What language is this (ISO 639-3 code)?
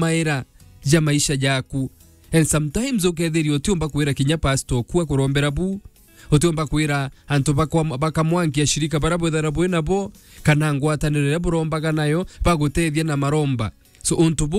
mer